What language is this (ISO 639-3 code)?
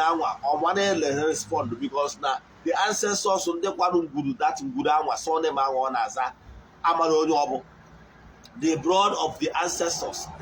ibo